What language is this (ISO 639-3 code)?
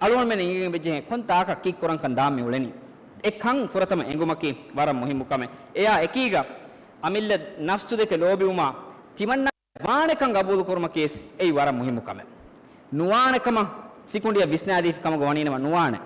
div